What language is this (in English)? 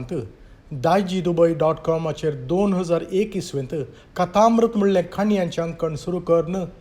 Konkani